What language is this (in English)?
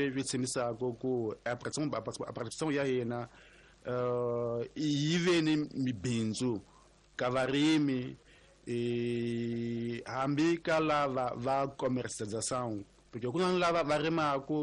Tsonga